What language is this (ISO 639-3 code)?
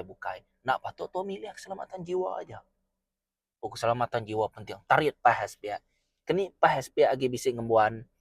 iba